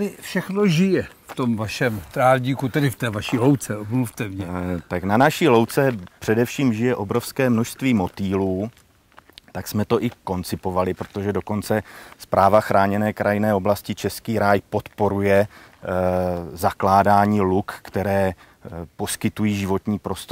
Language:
Czech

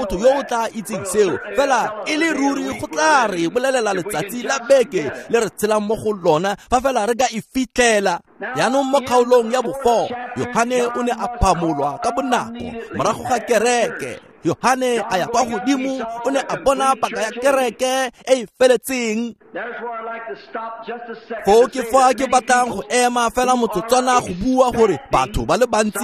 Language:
Tswana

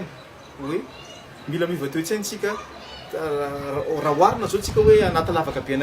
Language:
Malagasy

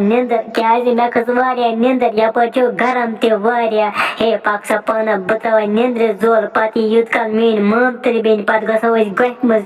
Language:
Kashmiri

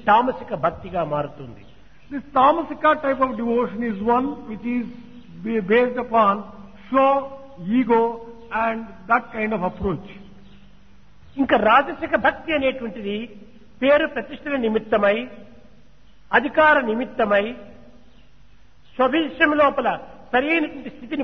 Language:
Telugu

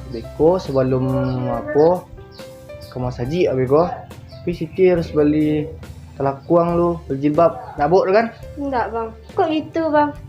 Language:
Minangkabau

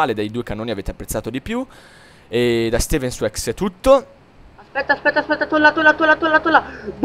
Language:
Italian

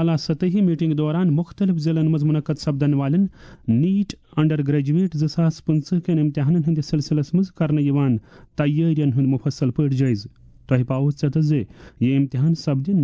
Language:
Kashmiri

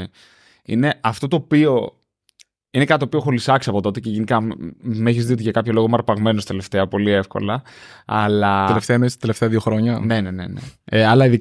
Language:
Greek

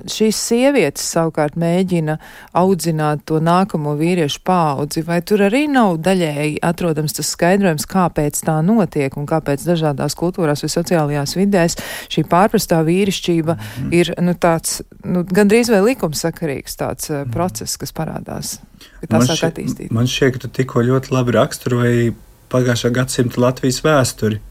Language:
Latvian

